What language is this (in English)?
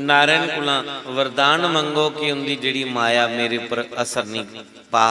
Dogri